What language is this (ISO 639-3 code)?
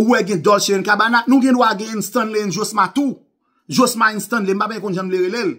hat